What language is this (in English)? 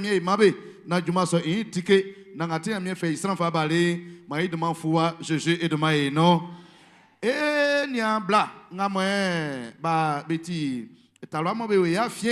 Baoulé